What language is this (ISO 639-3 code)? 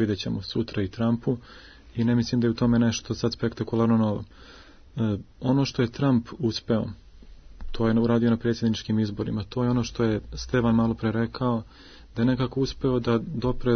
srp